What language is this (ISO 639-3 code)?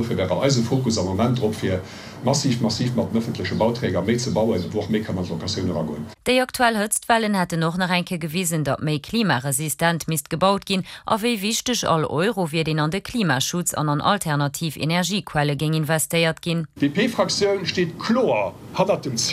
ltz